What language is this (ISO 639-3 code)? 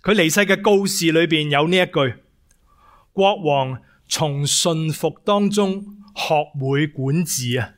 yue